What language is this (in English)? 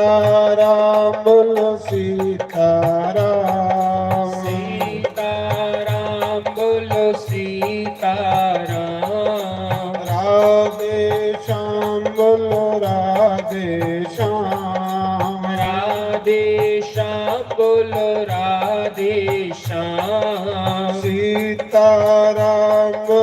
Dogri